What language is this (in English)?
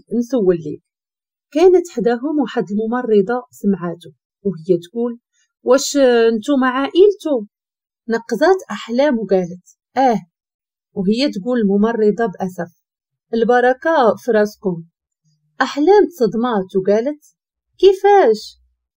Moroccan Arabic